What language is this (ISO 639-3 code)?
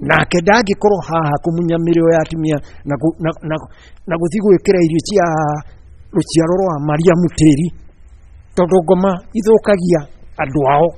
kik